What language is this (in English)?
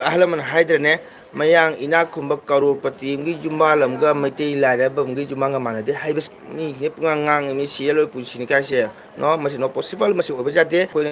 Manipuri